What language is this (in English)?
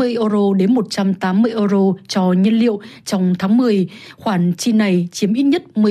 Vietnamese